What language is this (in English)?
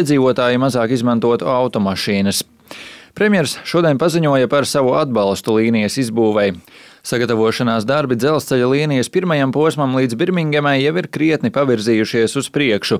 Latvian